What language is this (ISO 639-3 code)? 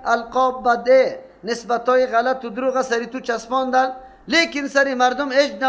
fas